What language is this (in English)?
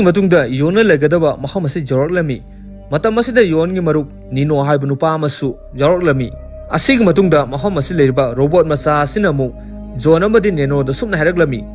Manipuri